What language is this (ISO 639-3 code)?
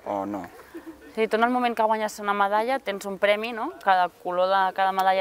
cat